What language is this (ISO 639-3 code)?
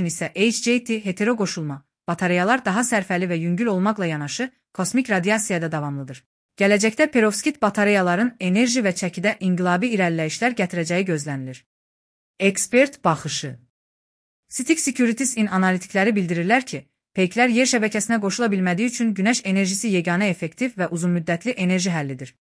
aze